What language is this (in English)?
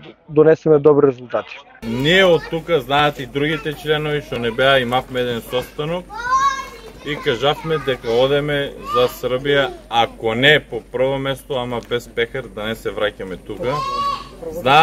Macedonian